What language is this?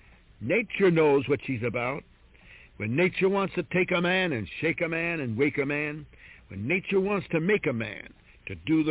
English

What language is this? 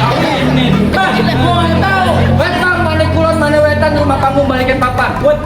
Betawi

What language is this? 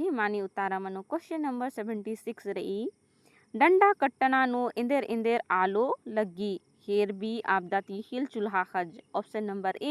Kurukh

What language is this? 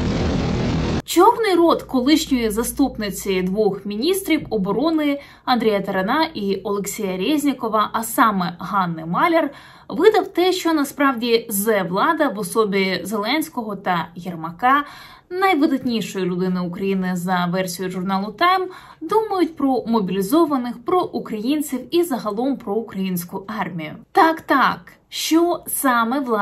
Ukrainian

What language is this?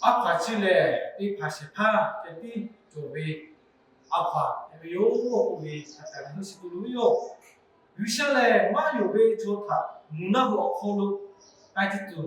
Lahu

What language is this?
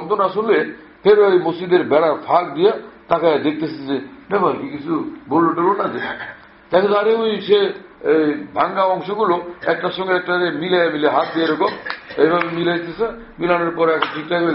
Bangla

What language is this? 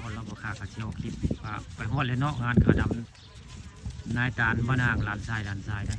Northeastern Thai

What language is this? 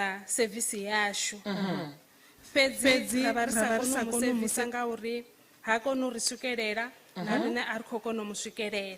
Venda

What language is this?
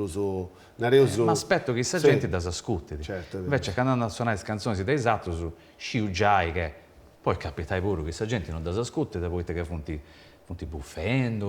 Sardinian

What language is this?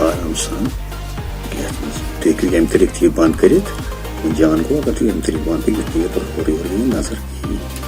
Kashmiri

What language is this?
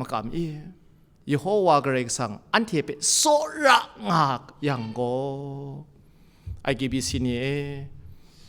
Kachin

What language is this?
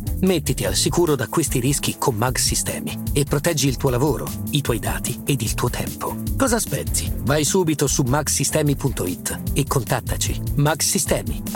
Italian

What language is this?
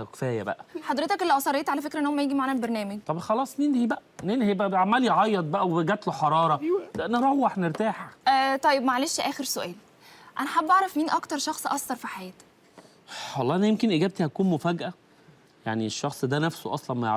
Egyptian Arabic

